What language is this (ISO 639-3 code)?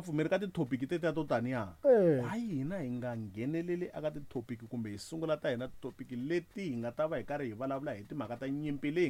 tso